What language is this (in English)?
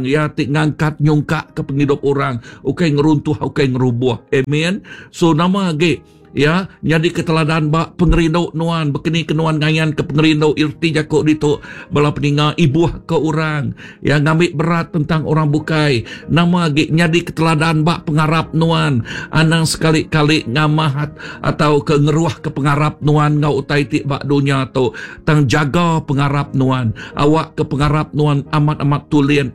Iban